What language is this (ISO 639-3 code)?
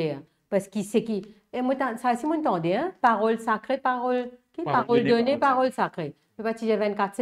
mfe